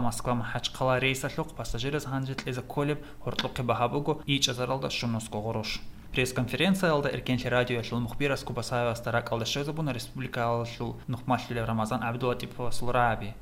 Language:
Avaric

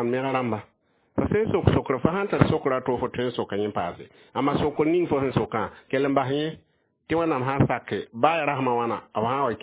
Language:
Mossi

